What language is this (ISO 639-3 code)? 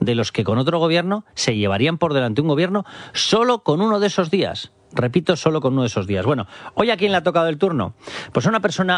spa